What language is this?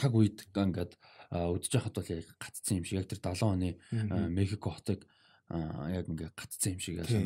Mongolian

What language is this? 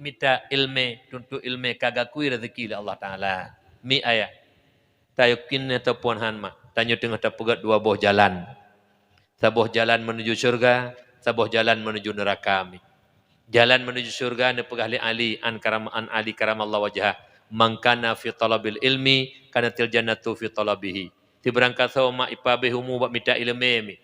Achinese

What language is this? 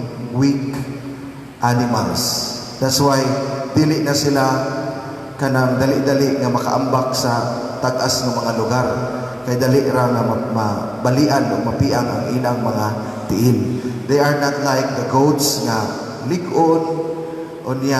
Cebuano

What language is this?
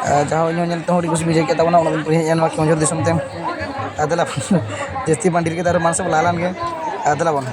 Santali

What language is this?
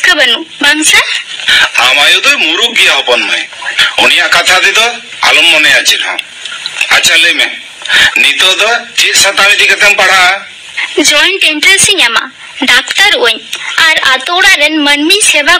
Santali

